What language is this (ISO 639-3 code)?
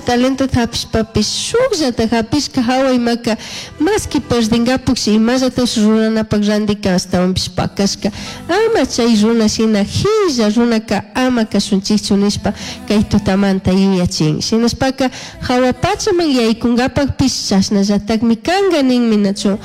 qug